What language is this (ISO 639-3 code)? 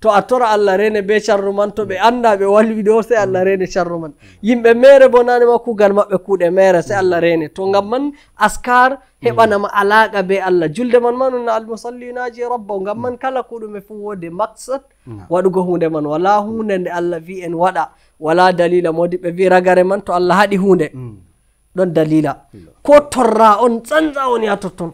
fuv